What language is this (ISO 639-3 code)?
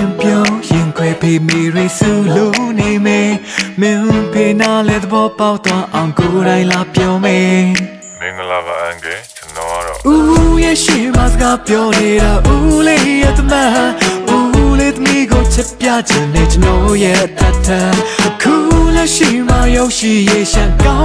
mya